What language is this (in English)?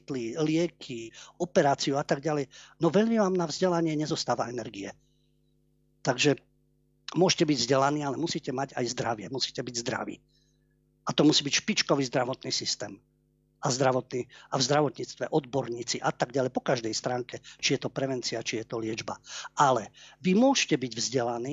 Slovak